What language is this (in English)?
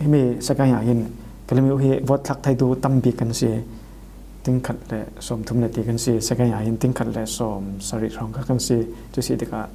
Falam Chin